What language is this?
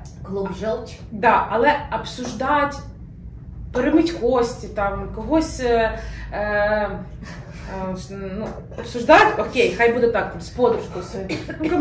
Ukrainian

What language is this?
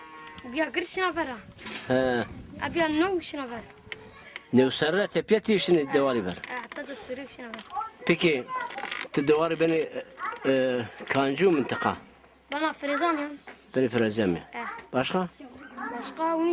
Zaza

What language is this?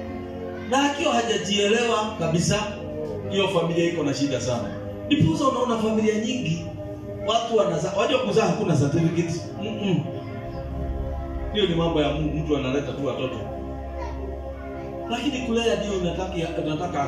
Swahili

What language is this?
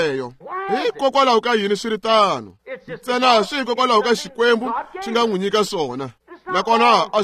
Tsonga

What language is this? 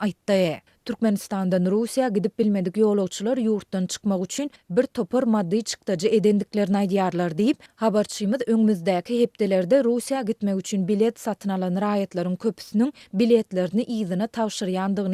Turkmen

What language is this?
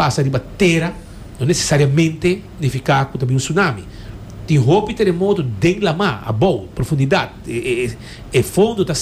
Papiamento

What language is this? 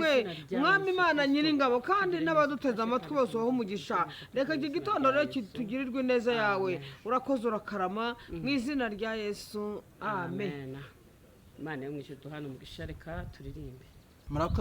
Kinyarwanda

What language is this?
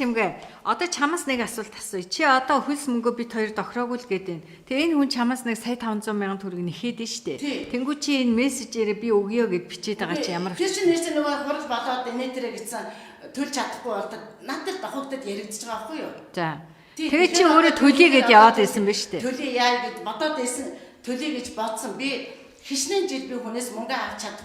Mongolian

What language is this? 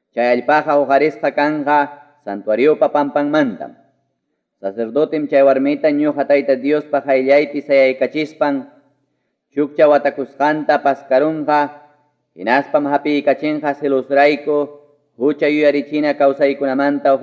Ayacucho Quechua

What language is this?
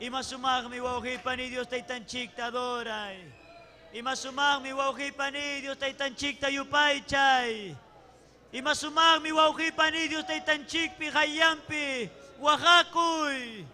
Ayacucho Quechua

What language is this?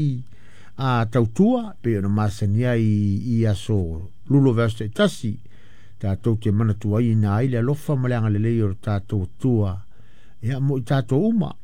Samoan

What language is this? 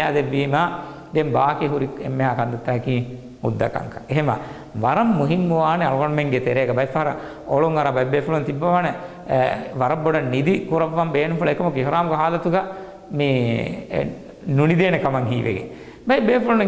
Divehi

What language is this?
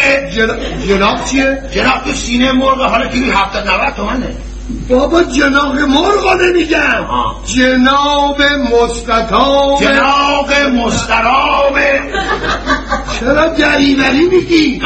Persian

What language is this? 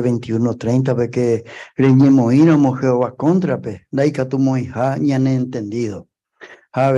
Guarani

